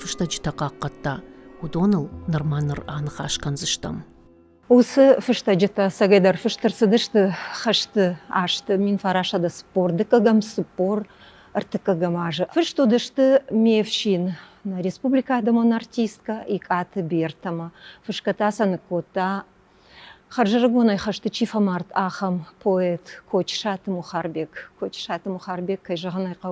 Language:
Ossetic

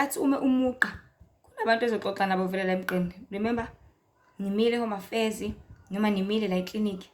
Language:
Zulu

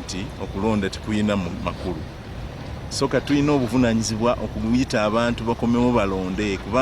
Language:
Ganda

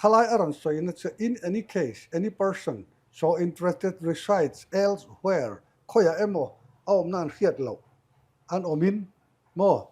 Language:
Mizo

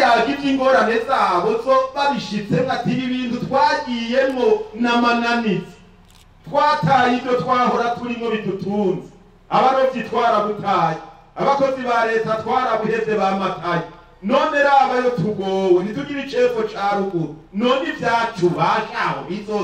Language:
Rundi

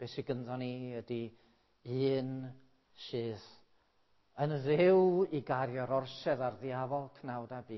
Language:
Welsh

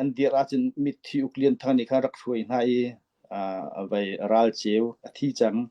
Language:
Falam Chin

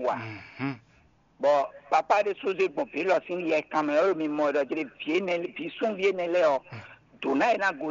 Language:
Fon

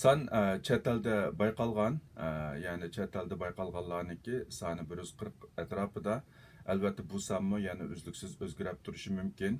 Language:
Uyghur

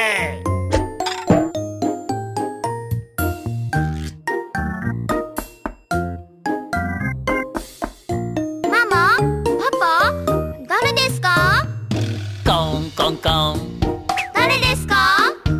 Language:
Japanese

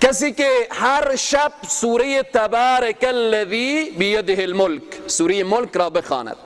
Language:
Persian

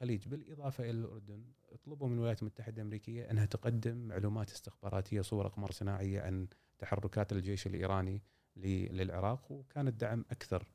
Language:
Gulf Arabic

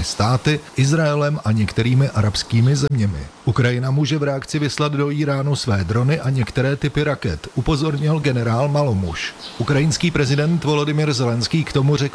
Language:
Czech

